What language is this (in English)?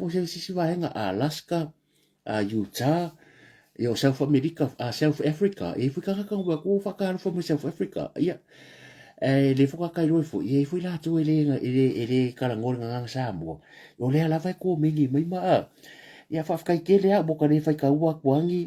Samoan